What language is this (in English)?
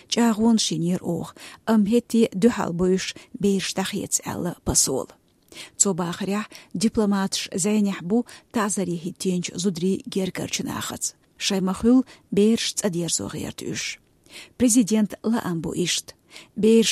Chechen